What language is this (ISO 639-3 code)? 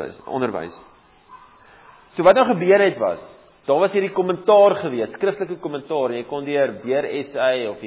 afr